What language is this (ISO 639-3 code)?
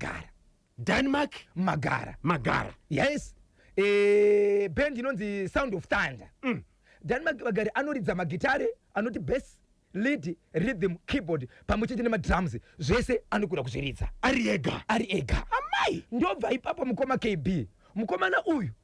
sna